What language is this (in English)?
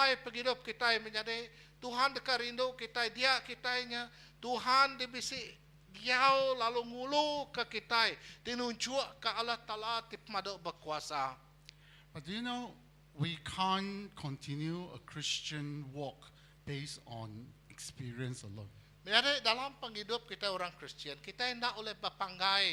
Iban